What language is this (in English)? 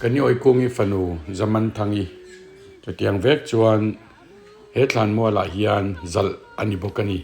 Mizo